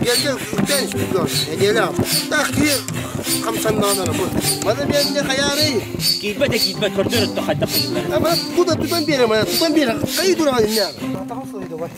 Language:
Yakut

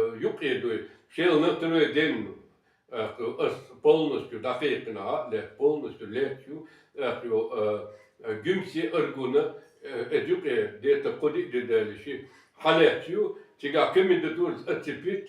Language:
Chechen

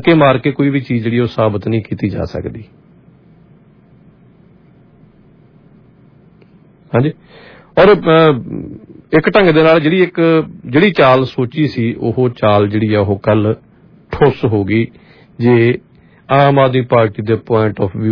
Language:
Punjabi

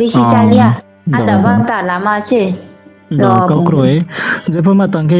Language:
Riang (India)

